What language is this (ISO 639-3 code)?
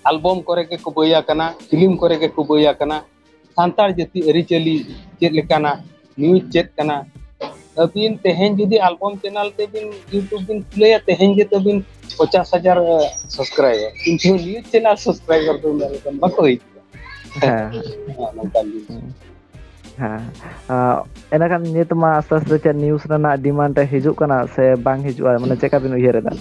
sat